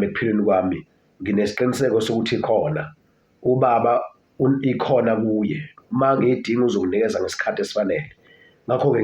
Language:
Zulu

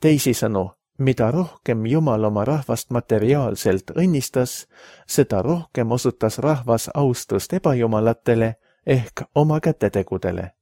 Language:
Estonian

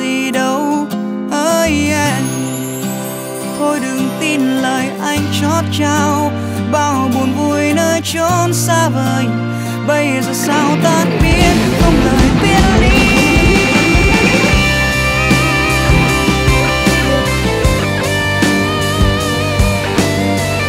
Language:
Vietnamese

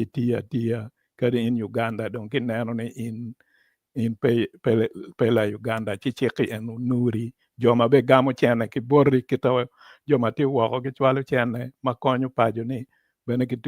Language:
Acoli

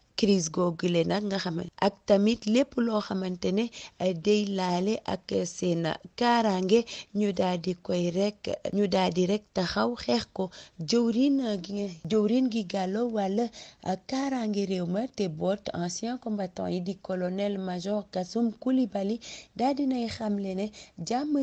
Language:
Wolof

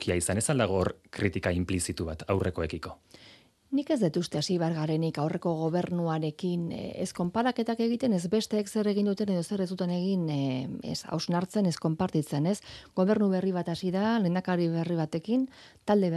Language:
Basque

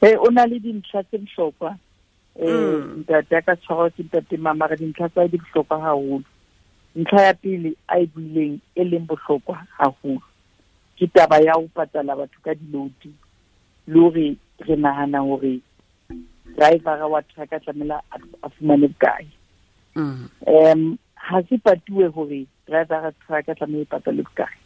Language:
Southern Sotho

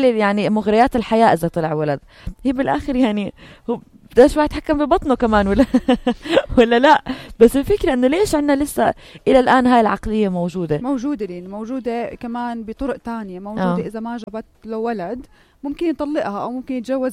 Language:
North Levantine Arabic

